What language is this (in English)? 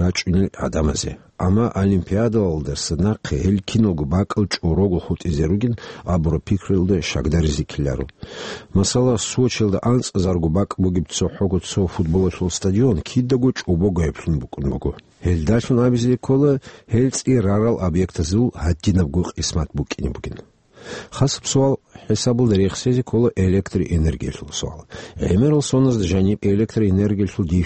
Avaric